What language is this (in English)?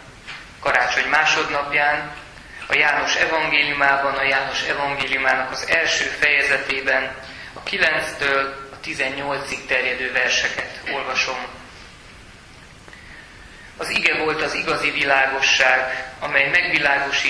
Hungarian